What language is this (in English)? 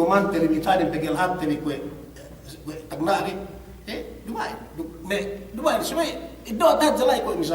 Yakan